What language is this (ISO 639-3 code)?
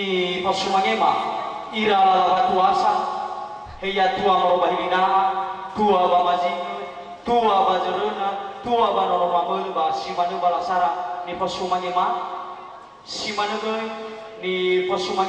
nia